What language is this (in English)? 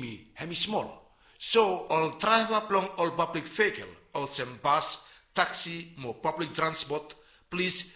Bislama